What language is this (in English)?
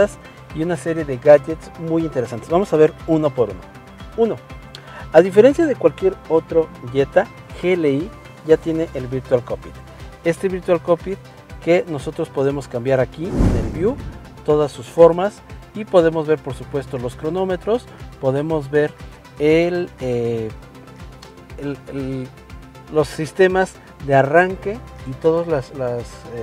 Spanish